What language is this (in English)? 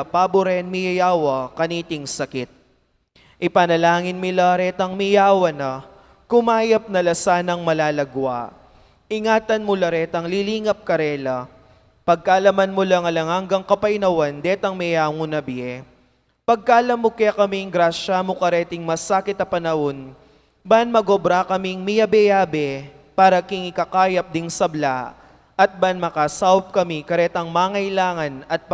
Pampanga